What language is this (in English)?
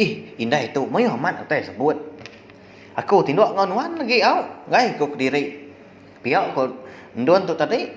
Iban